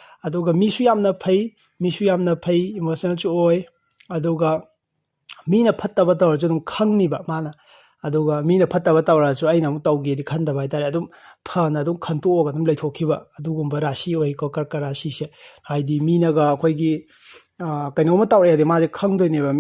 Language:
Manipuri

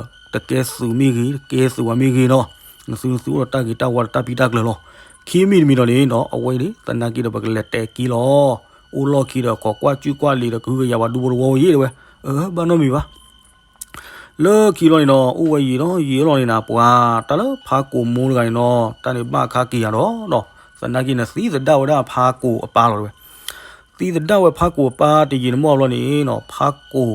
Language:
S'gaw Karen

